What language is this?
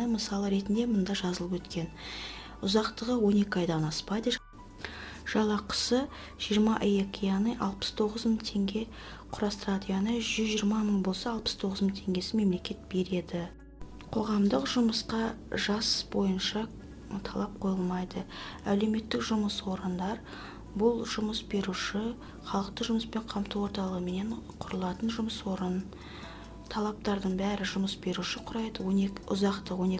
Kazakh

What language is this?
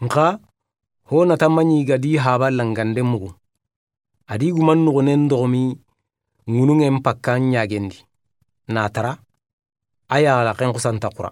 Soninke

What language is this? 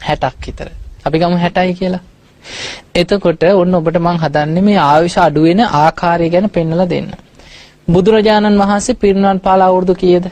Sinhala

